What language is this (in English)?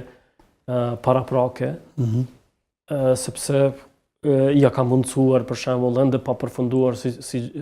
Albanian